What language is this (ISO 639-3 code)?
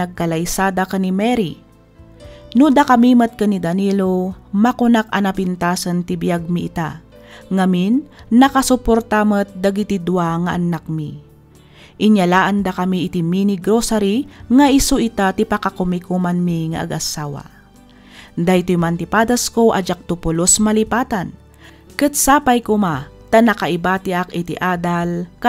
ilo